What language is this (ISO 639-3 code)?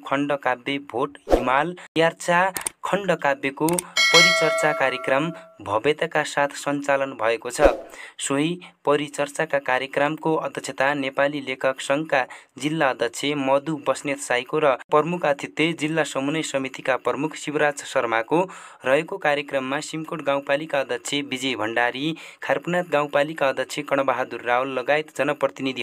nep